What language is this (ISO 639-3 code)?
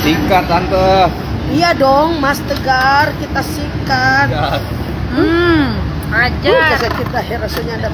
xmm